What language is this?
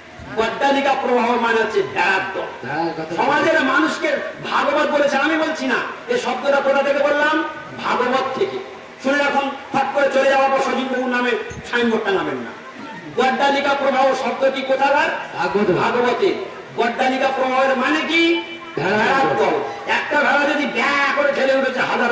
Bangla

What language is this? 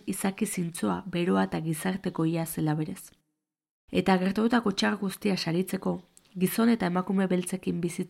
Basque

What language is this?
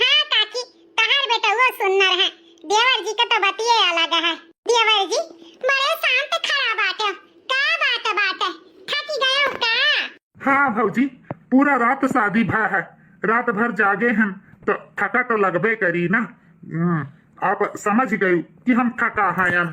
Awadhi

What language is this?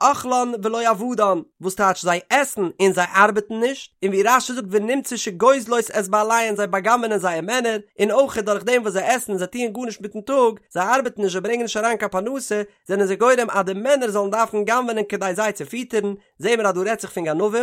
Yiddish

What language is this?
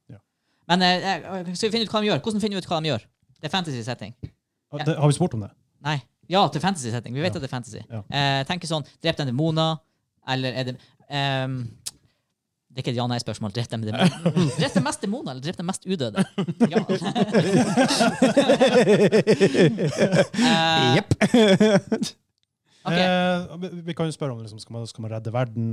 Norwegian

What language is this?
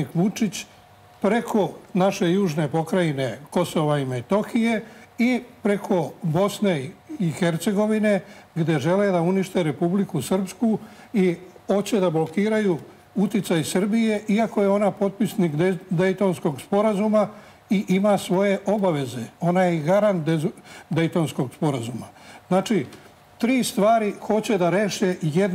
Serbian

